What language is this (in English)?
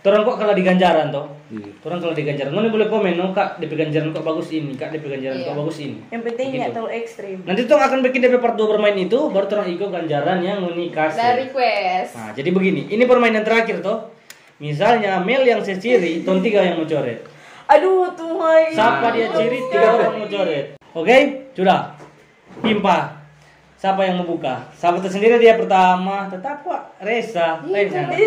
Manado Malay